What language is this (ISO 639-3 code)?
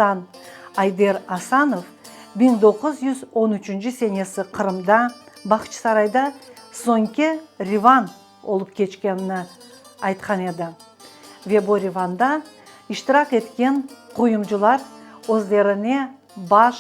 crh